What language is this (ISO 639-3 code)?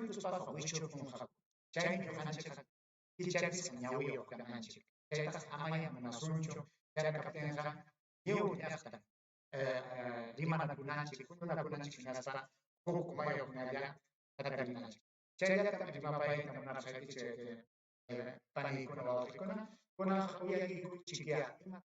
quy